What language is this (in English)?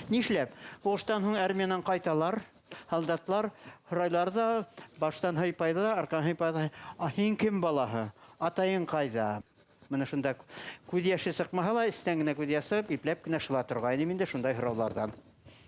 Bashkir